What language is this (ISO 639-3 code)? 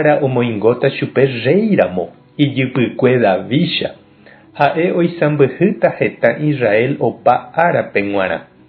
grn